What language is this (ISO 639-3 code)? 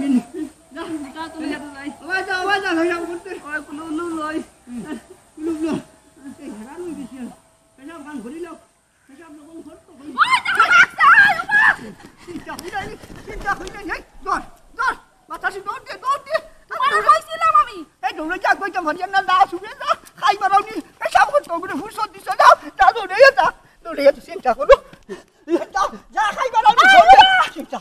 syl